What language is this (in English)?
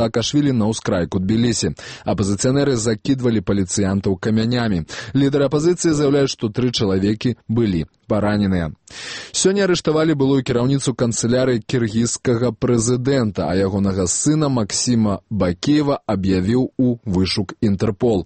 Belarusian